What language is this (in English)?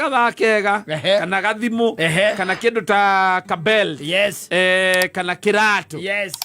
Kikuyu